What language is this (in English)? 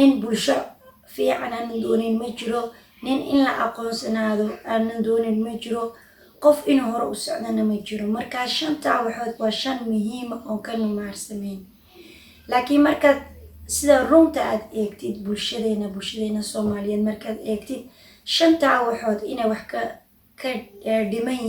Somali